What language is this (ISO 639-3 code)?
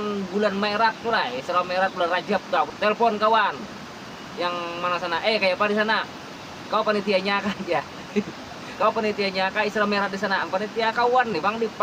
bjn